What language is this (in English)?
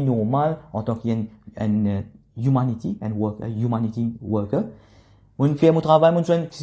Morisyen